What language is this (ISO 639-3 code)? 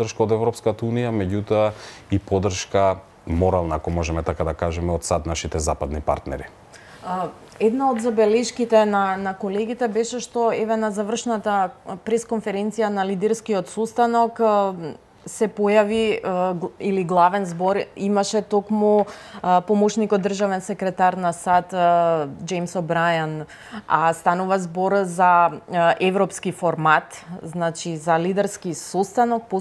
mkd